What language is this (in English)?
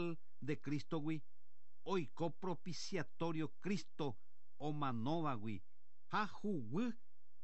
Guarani